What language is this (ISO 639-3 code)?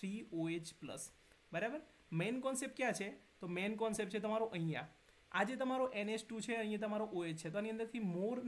guj